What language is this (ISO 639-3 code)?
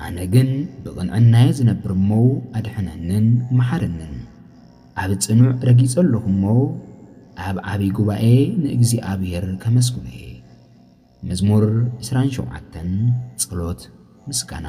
tir